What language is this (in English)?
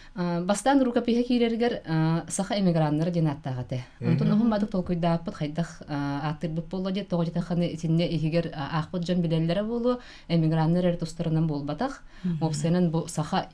Yakut